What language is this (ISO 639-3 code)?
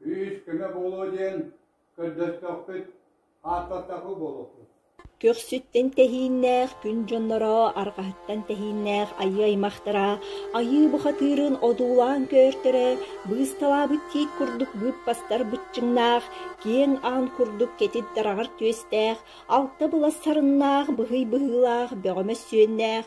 sah